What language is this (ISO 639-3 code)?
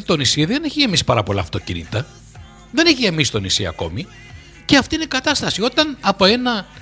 ell